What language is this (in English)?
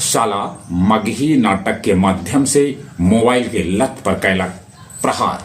Magahi